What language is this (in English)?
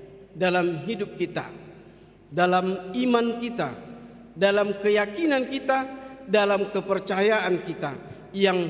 Batak Toba